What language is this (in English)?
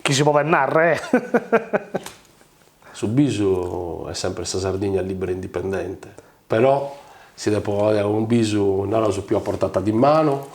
Sardinian